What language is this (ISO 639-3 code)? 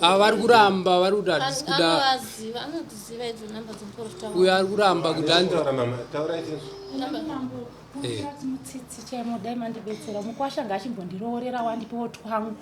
sna